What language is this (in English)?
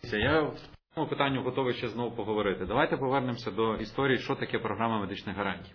Ukrainian